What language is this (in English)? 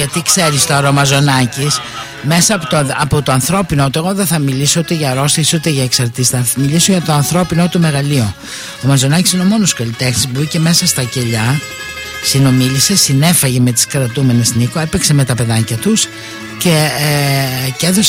Greek